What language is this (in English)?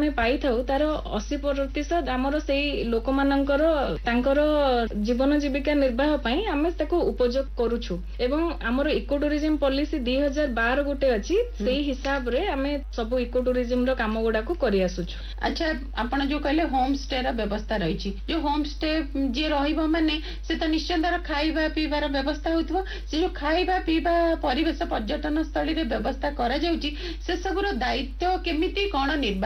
Odia